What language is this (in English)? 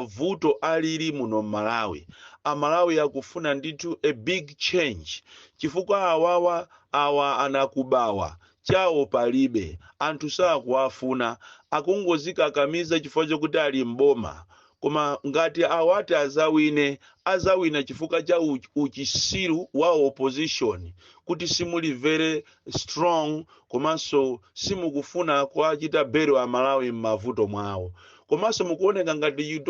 Nyanja